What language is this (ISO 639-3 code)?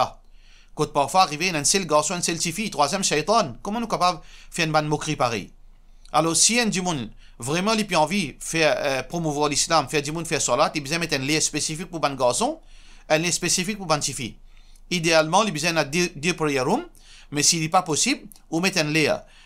mfe